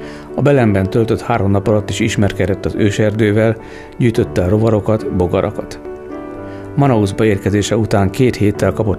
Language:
Hungarian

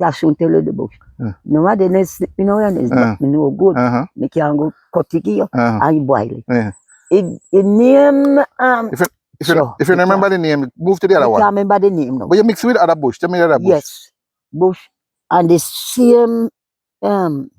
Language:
Jamaican Creole English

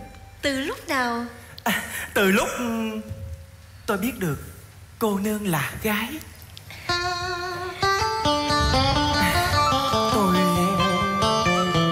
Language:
Vietnamese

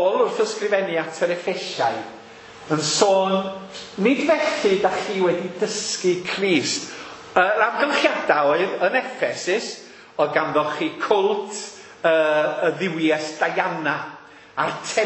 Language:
Welsh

